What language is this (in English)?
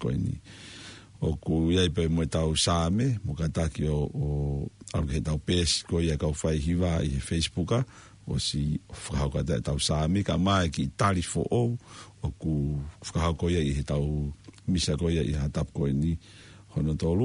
Tongan